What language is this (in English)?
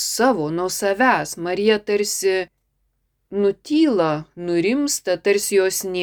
Lithuanian